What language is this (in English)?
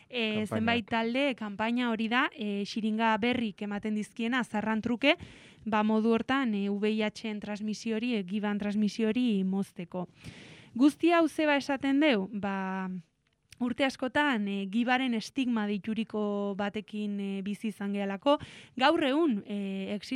Basque